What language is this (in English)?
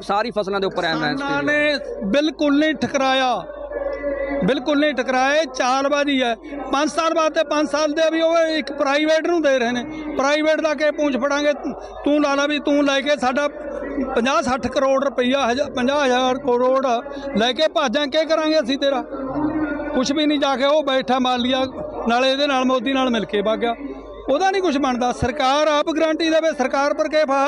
Punjabi